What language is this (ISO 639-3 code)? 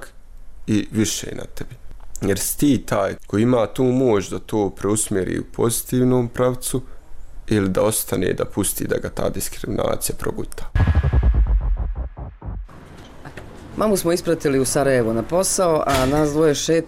bos